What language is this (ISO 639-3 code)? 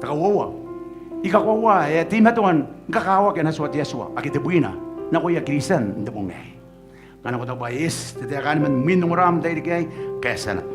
gil